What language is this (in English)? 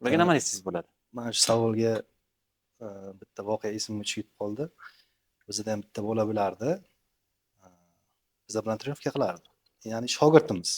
Uzbek